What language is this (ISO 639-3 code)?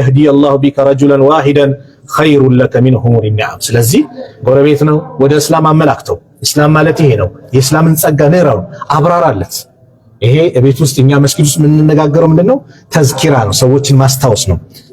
amh